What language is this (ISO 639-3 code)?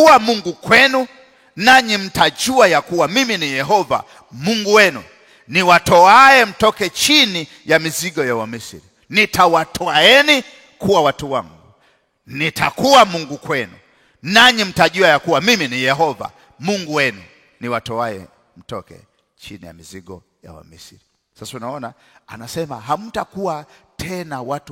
swa